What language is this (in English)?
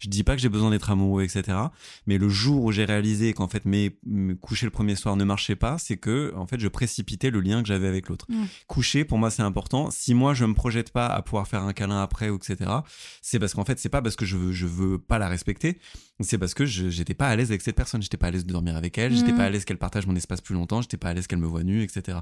French